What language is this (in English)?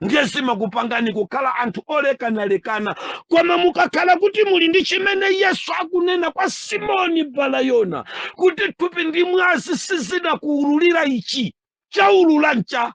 Nyanja